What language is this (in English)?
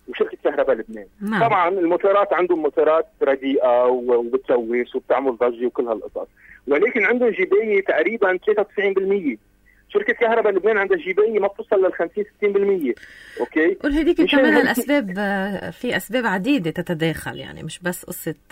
North Levantine Arabic